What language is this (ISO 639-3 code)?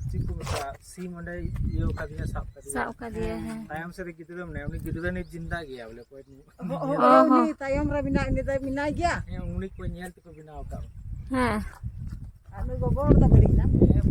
sat